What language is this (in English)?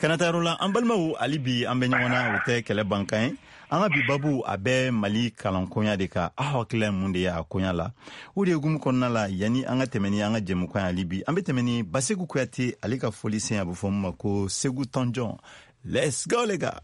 Bambara